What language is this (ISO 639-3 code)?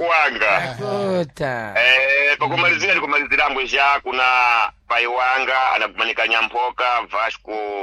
seh